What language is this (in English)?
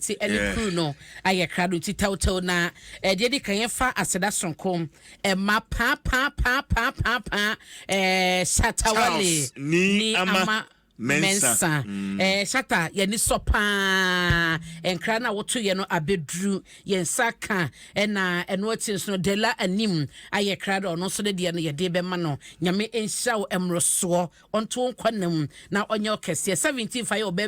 Akan